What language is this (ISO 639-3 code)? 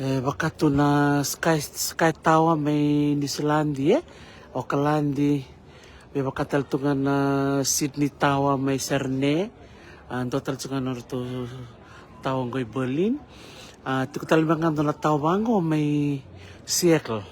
fij